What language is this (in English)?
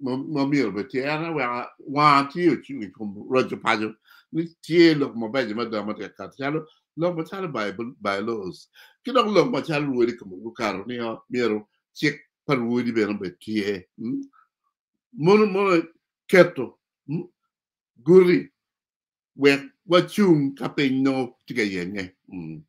Acoli